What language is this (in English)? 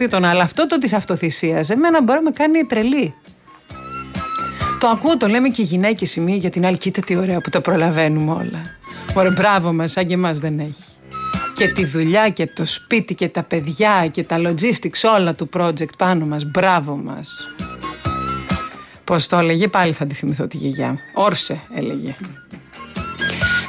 Greek